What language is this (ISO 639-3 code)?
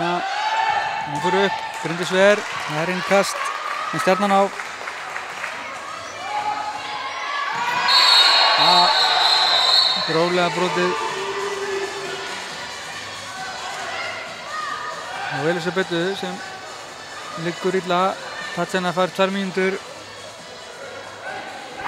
isl